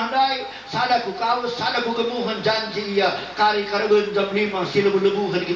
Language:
Batak Karo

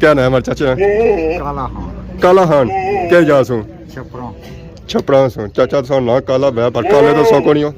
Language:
Pahari-Potwari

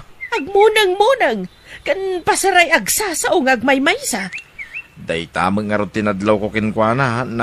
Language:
Iloko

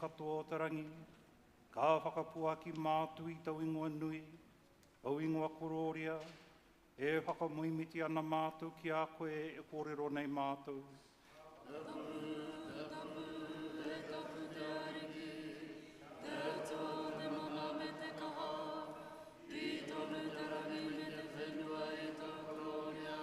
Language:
Māori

